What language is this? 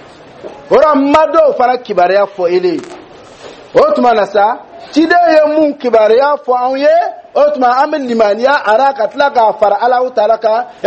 Dyula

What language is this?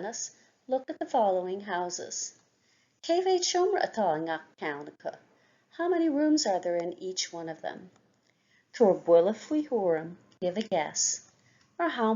Irish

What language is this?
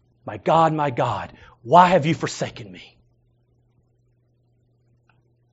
English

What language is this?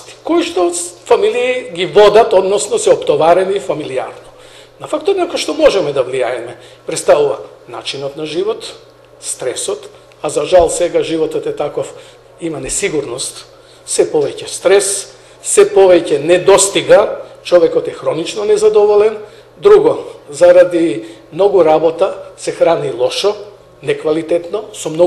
Macedonian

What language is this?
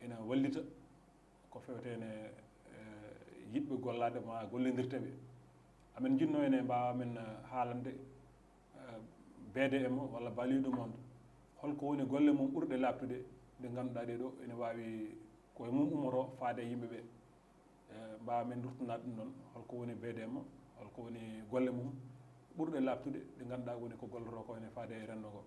Fula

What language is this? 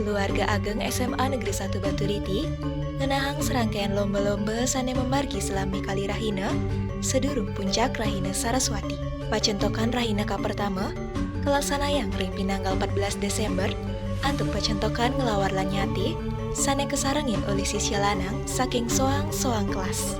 Balinese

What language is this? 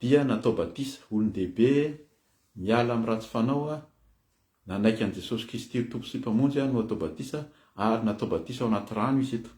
Malagasy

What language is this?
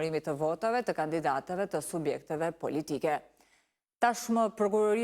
Albanian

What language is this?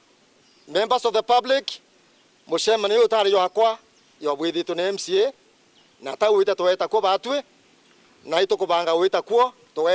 Meru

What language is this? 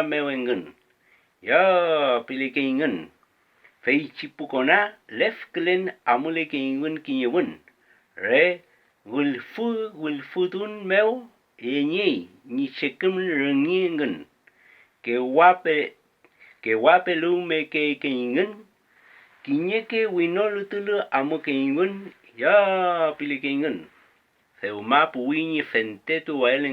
Mapuche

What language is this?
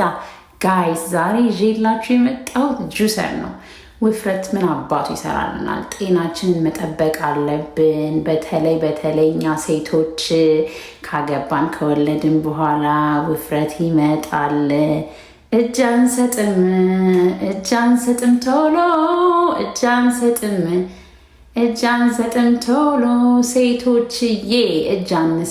Amharic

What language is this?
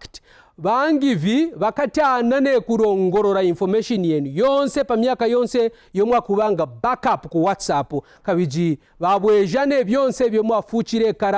Kaonde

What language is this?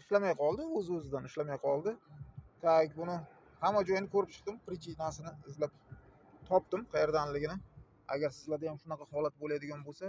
Uzbek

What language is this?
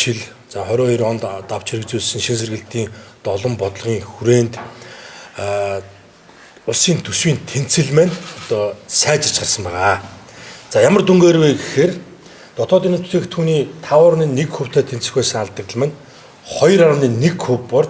Mongolian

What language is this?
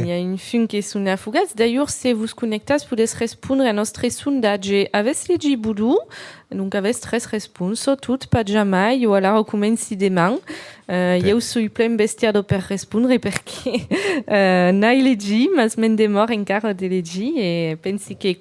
Occitan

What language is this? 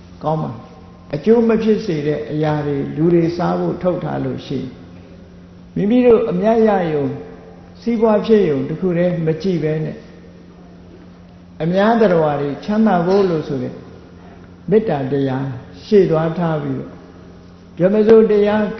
Burmese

